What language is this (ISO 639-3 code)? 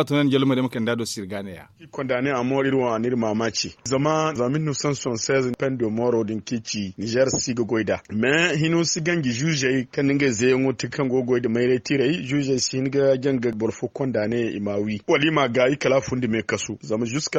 dje